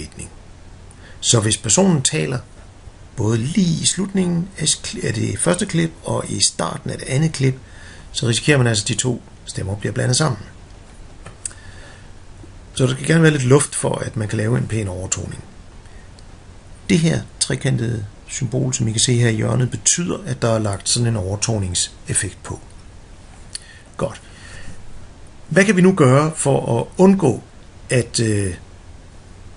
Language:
Danish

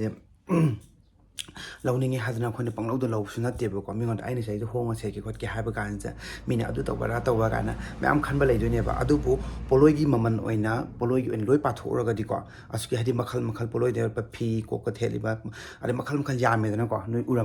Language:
Manipuri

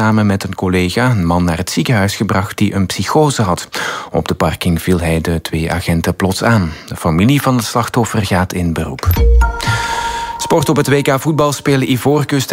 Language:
Dutch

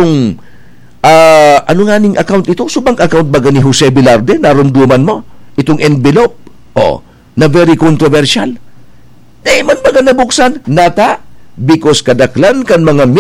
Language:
Bikol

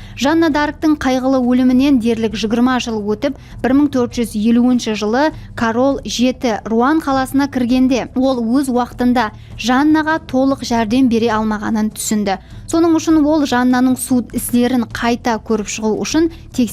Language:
Kara-Kalpak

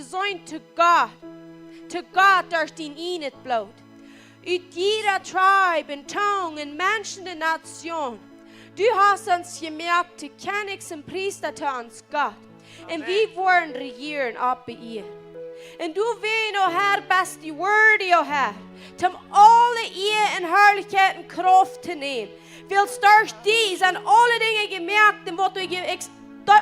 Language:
Plautdietsch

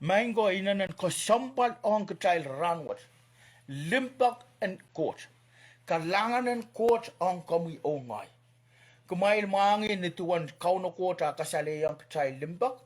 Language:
Pohnpeian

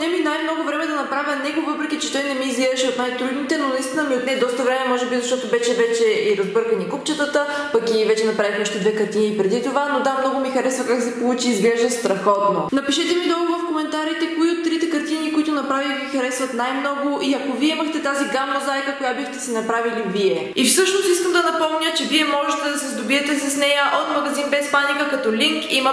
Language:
Bulgarian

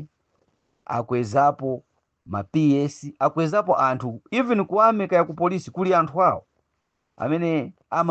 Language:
Nyanja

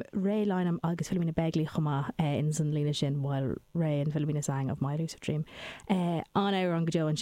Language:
Irish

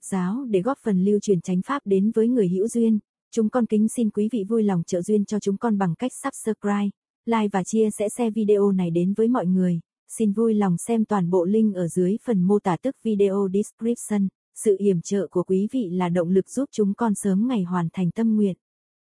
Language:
Vietnamese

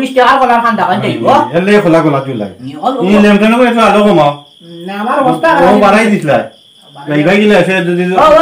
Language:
Sylheti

